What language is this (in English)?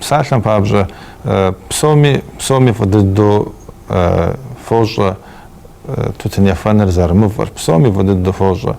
Kabardian